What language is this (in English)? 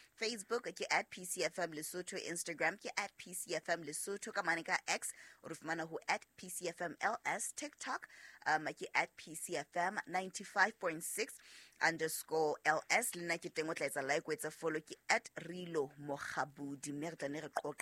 Southern Sotho